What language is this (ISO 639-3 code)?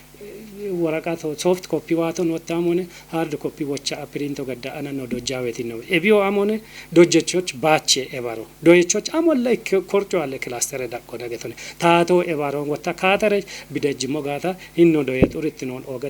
kbr